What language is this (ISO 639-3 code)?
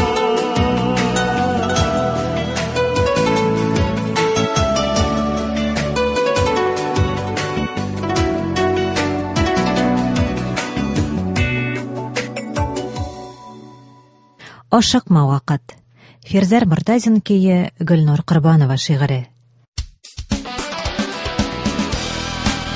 tat